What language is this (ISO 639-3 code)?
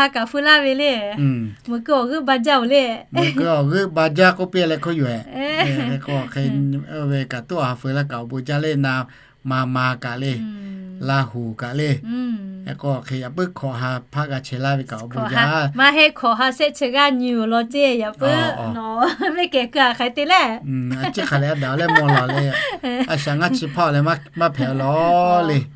lhu